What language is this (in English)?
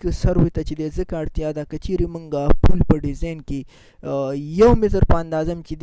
Pashto